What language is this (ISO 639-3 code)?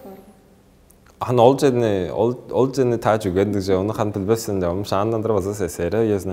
tyv